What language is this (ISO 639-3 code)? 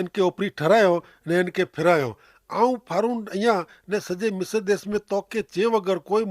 kfr